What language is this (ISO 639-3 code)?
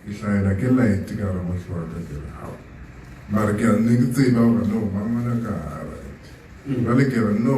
sot